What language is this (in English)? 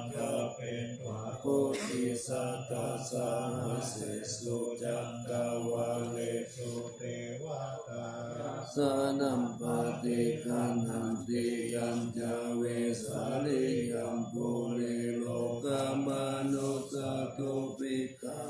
Pali